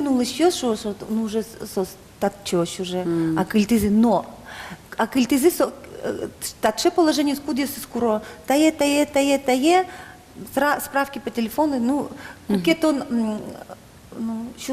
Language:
Udmurt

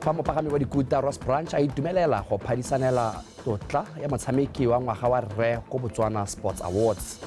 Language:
Tswana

